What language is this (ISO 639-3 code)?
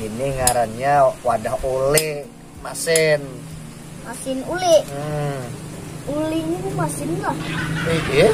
bjn